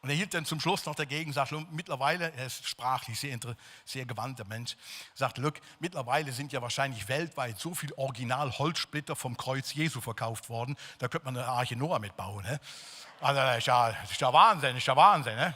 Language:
Swiss German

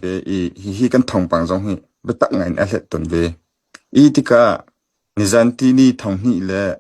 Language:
Hakha Chin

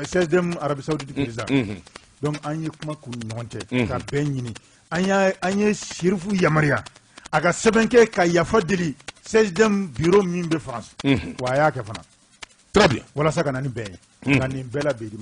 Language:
Bambara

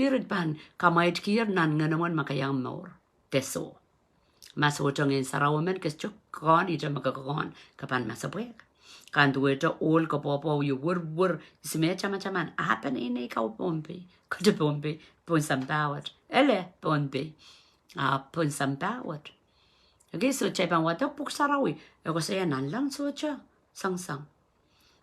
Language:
Pohnpeian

